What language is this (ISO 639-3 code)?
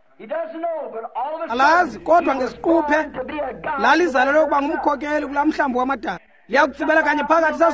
xho